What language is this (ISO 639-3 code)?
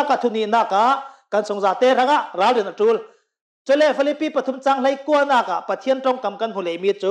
cnh